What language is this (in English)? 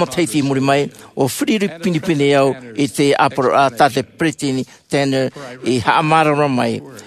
Tahitian